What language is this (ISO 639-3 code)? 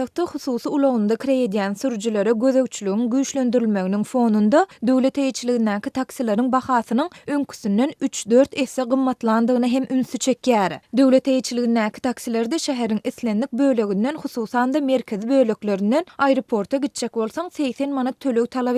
tuk